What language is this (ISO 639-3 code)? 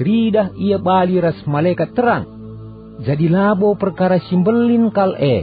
btx